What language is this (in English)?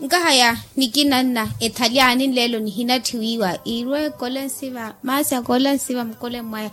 Makhuwa